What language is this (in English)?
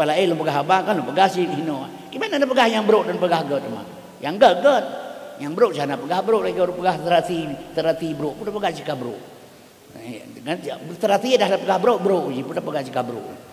Achinese